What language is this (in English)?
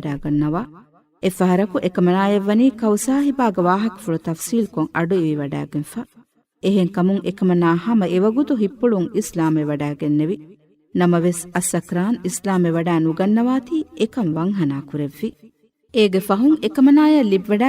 Divehi